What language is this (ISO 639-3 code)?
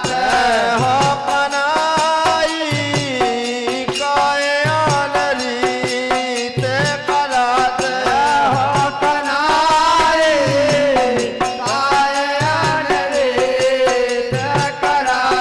bns